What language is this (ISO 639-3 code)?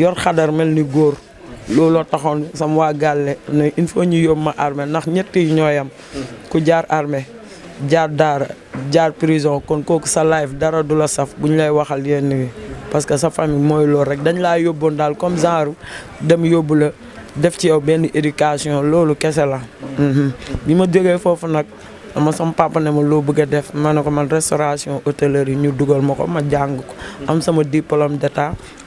wol